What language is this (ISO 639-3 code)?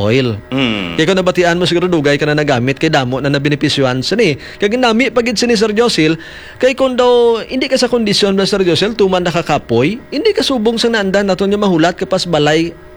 hil